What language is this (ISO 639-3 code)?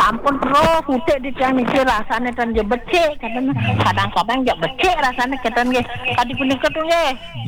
ban